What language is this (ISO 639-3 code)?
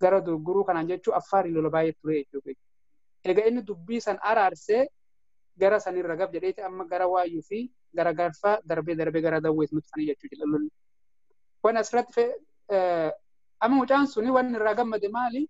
orm